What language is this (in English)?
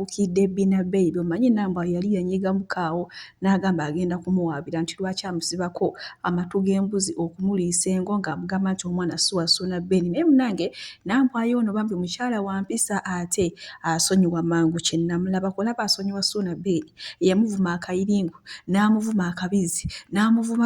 Ganda